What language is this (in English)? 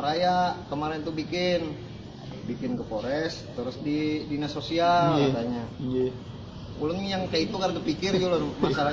Banjar